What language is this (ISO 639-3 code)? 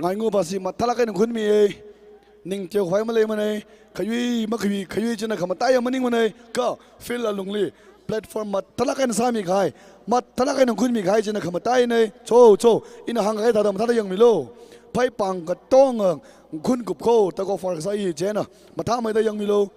nmf